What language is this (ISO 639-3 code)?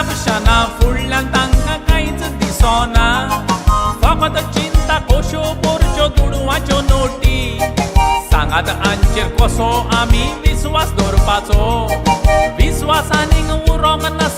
kok